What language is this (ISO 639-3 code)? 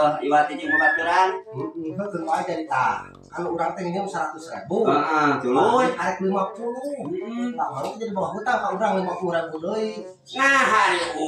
sun